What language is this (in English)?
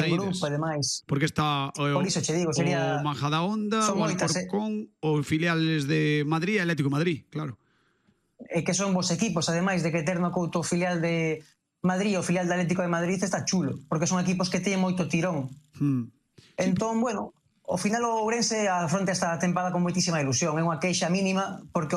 Galician